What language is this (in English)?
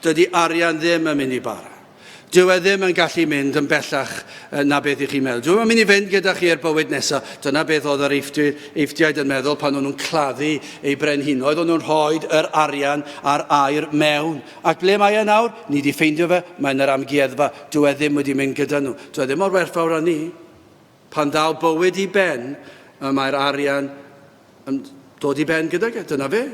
Welsh